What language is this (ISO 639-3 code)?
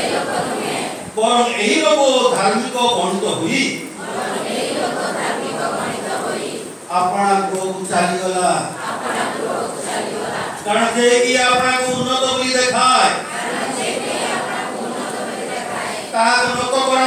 ori